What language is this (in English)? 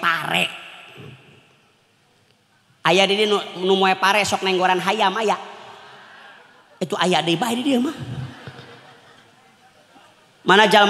Sundanese